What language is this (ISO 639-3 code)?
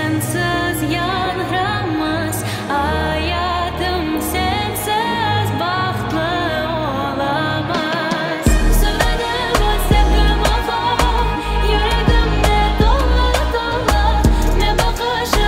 crh